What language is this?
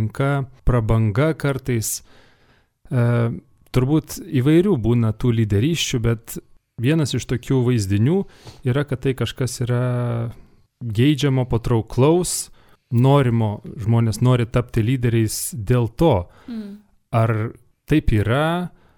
Lithuanian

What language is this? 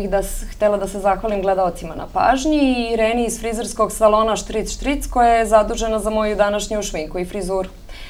Serbian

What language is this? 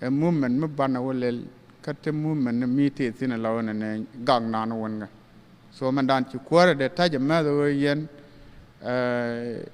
Nuer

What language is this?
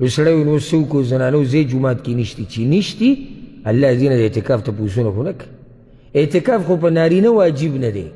Pashto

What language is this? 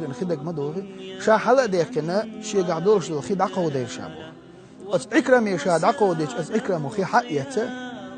Chechen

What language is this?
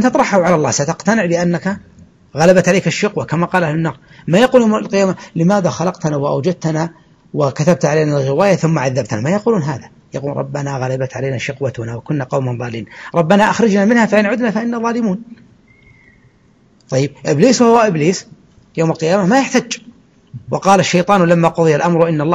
Arabic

